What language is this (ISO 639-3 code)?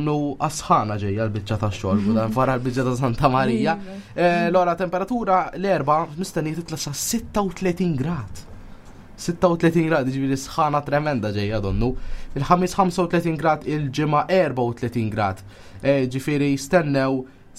mlt